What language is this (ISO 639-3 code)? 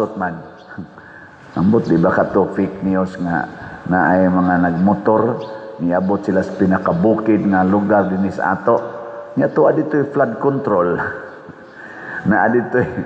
ceb